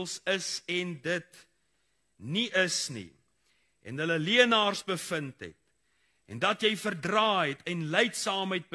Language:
Afrikaans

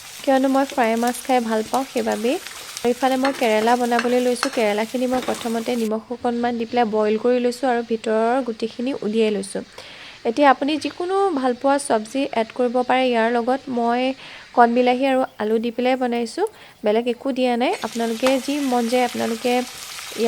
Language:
Assamese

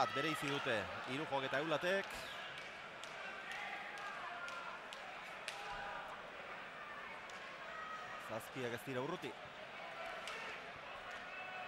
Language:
Basque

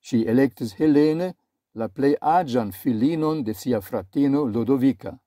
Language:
Esperanto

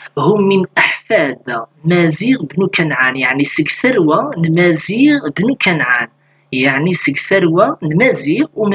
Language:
Kabyle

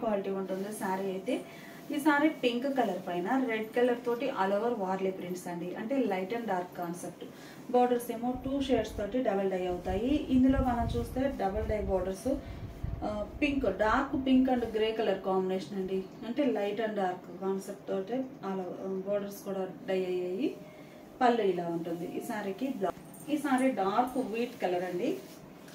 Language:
Telugu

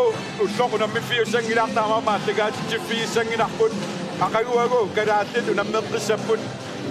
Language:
Kalaallisut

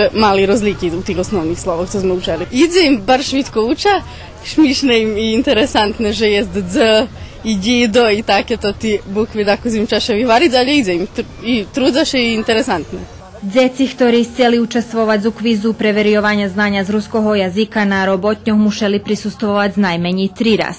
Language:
Rusyn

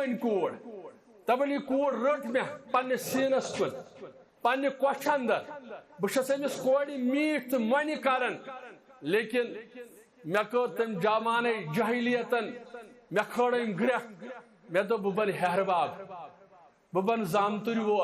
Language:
Kashmiri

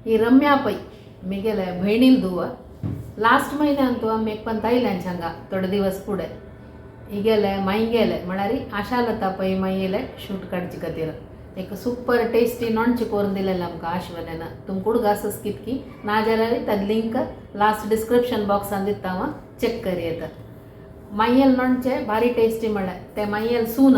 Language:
Konkani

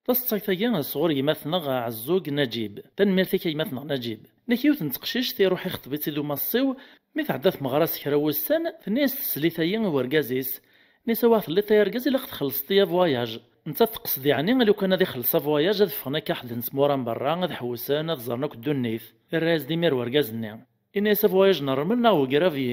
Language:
Kabyle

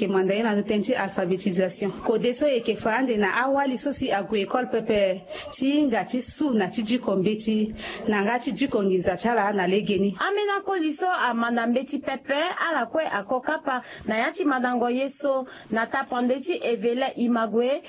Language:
Sango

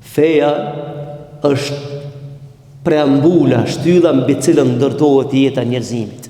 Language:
Albanian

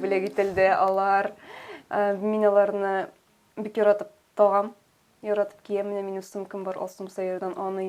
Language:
Tatar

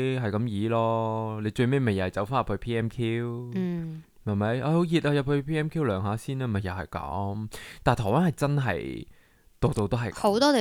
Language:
Cantonese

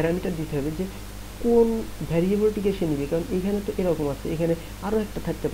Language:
Bangla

